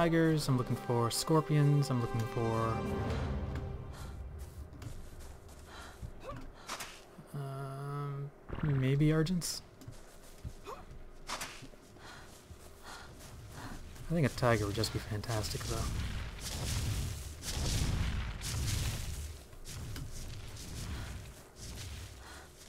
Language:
English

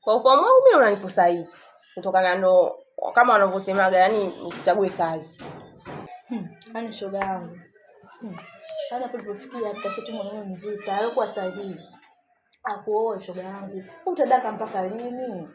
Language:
Swahili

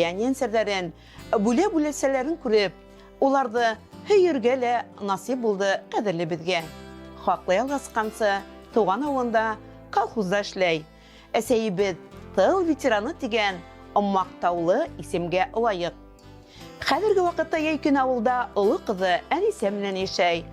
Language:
Bashkir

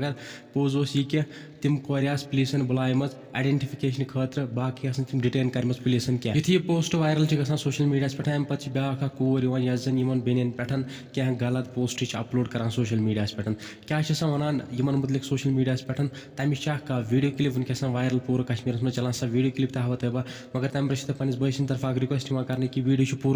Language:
Kashmiri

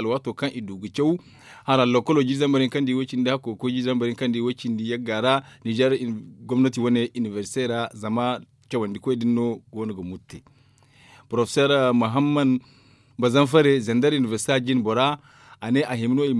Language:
Zarma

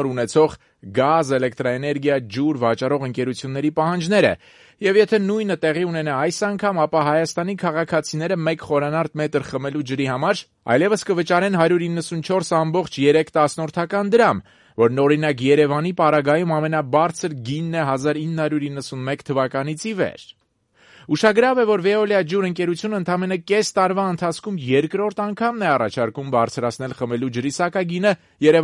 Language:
Armenian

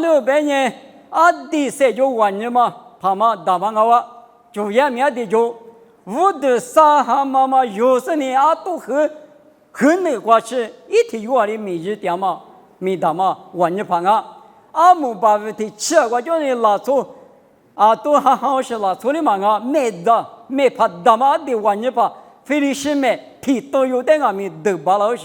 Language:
Lisu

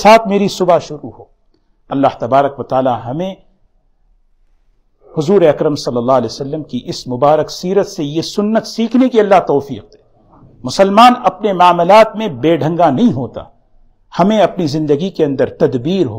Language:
Urdu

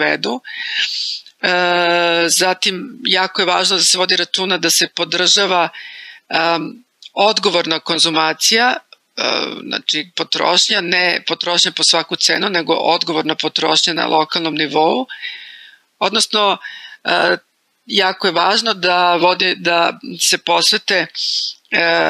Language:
Serbian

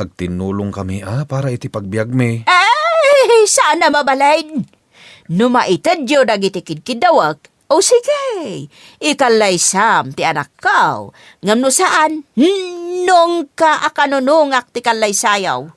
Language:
Iloko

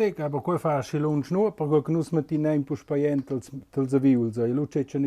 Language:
Romansh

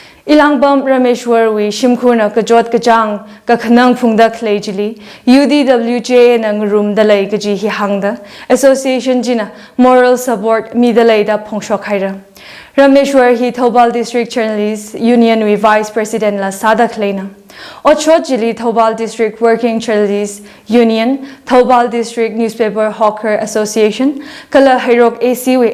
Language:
Tangkhul Naga (India)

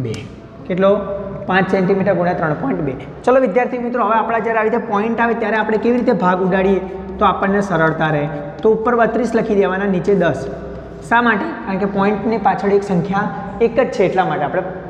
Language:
Gujarati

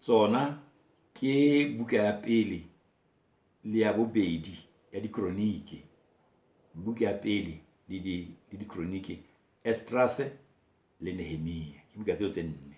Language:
Southern Sotho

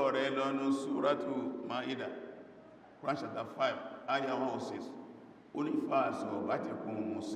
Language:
Yoruba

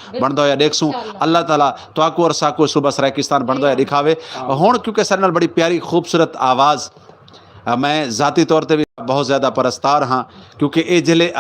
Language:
Saraiki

